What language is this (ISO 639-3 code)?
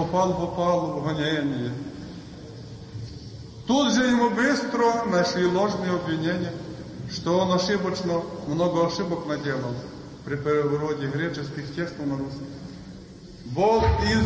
rus